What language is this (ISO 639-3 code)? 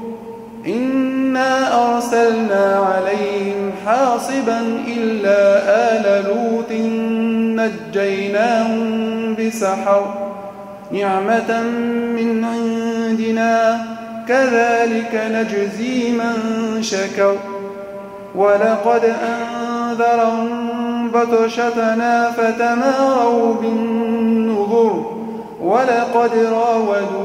ara